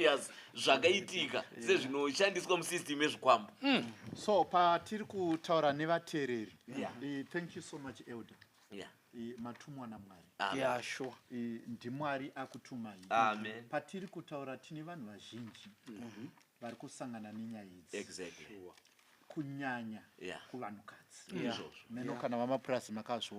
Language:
Shona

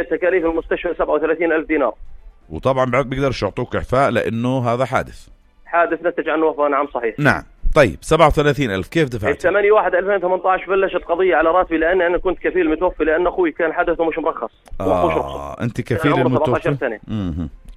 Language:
North Levantine Arabic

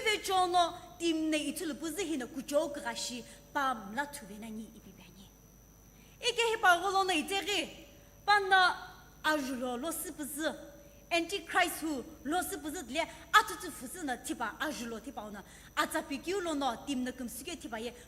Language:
Sumi Naga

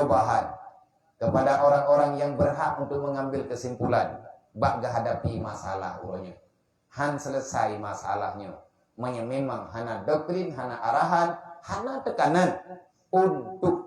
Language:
Achinese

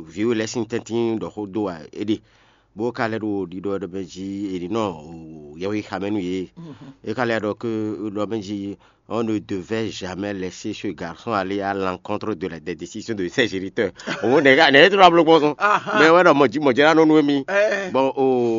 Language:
Fon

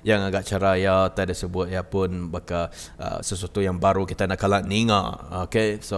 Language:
Iban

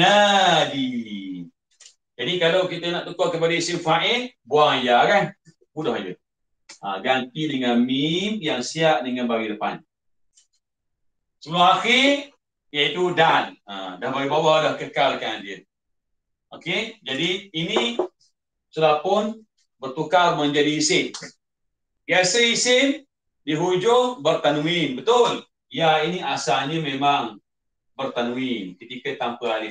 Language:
Malay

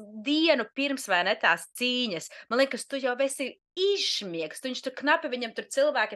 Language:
Latvian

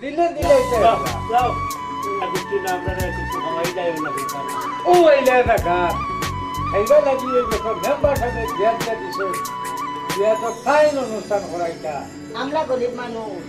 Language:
Sylheti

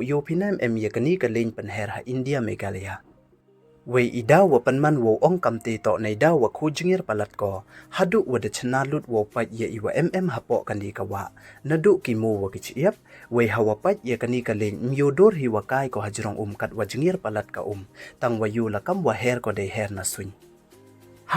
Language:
Pnar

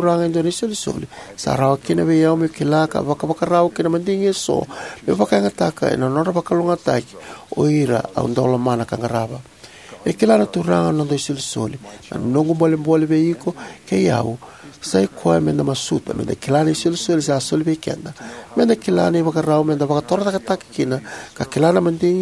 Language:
Fijian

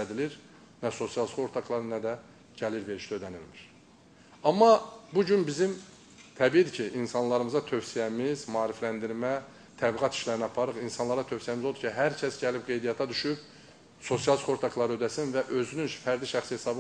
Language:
Azerbaijani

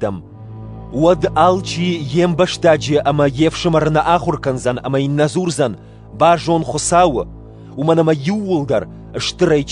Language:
Ossetic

